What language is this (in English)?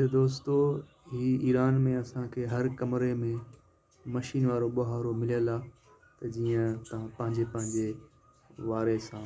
Sindhi